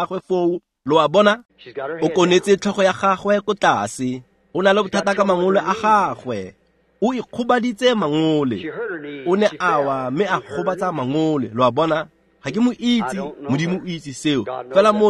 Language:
Tswana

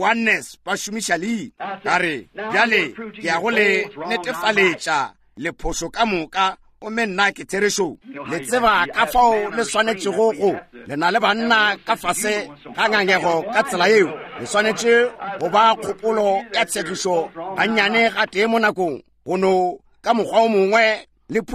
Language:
Northern Sotho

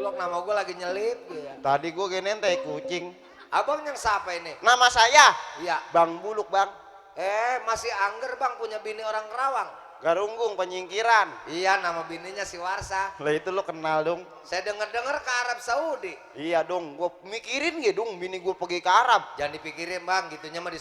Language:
Betawi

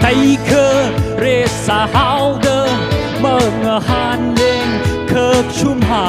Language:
Tangkhul Naga (India)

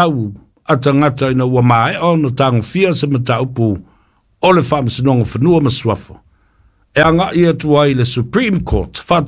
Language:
Samoan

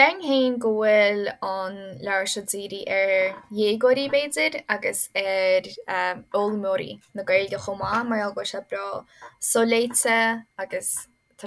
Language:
Irish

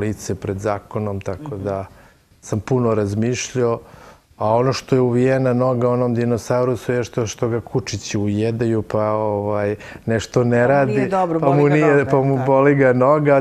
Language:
Serbian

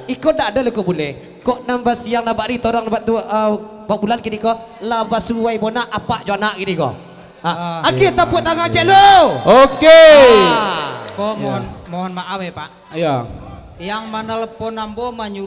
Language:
Minangkabau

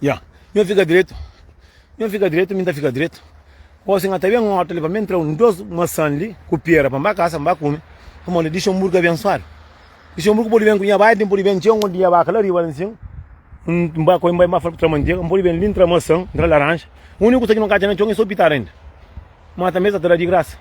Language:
Kabuverdianu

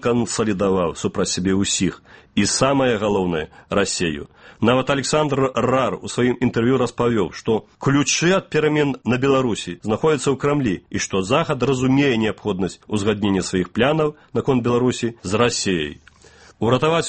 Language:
Belarusian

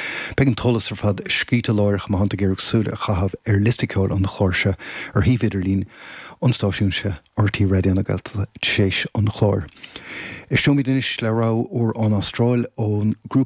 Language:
Irish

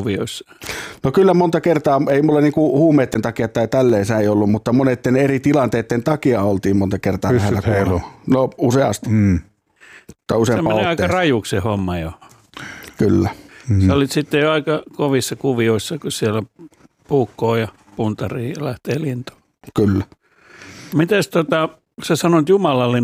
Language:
Finnish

